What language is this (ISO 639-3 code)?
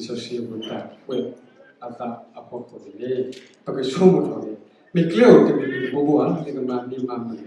ksw